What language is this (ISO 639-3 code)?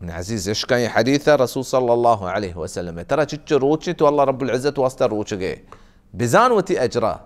bal